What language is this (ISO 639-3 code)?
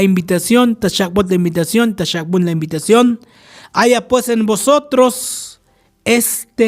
tzo